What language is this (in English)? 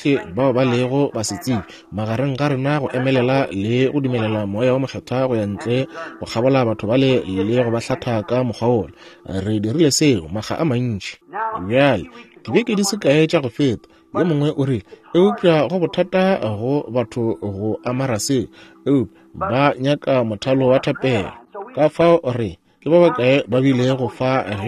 Northern Sotho